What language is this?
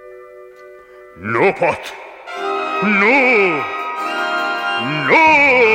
Romanian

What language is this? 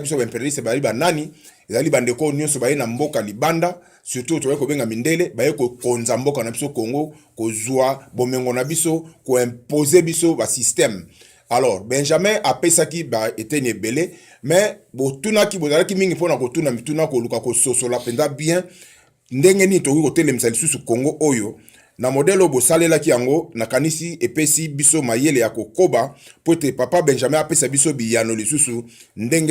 Lingala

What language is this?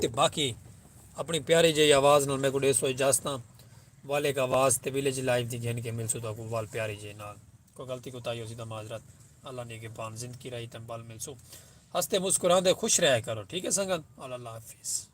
Saraiki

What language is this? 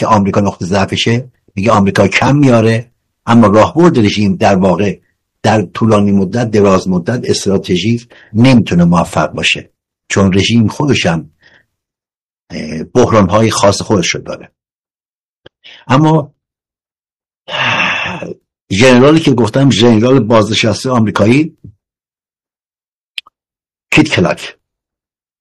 Persian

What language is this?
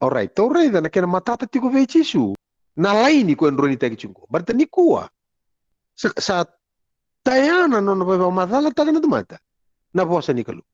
Fijian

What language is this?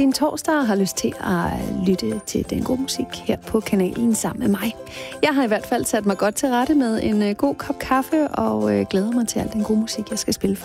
Danish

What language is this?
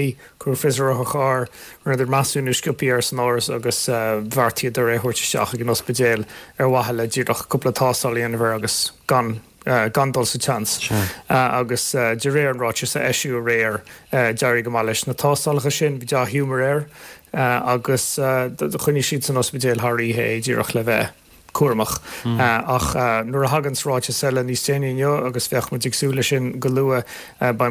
Irish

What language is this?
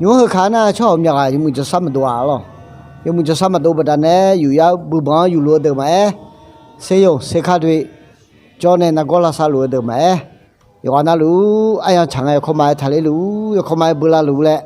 Akha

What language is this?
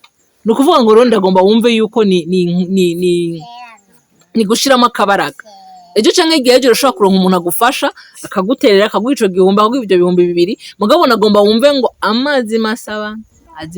Rundi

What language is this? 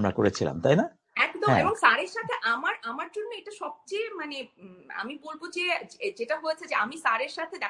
Bangla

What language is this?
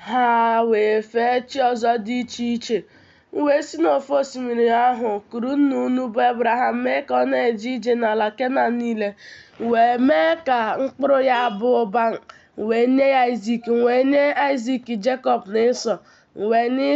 Igbo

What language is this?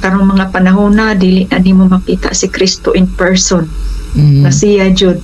Cebuano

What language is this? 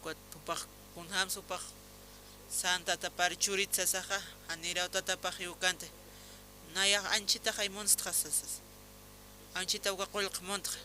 Aymara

